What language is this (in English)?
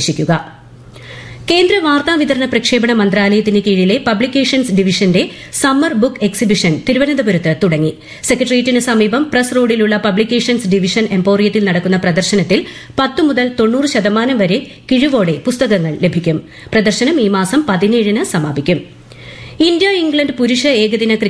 Malayalam